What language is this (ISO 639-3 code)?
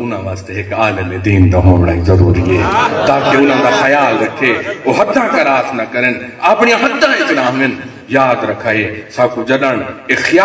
skr